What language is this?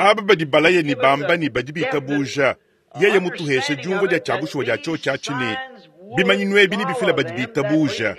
Luba-Lulua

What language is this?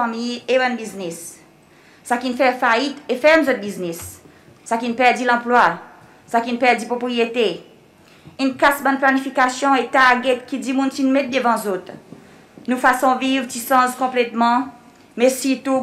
Seselwa Creole French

